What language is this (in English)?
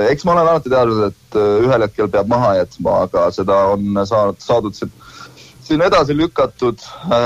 Estonian